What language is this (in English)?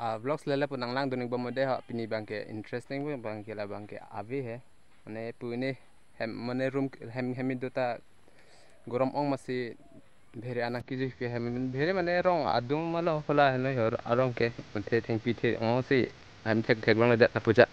Karbi